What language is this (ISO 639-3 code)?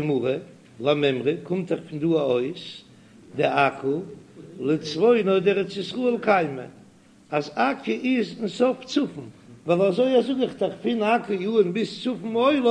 yid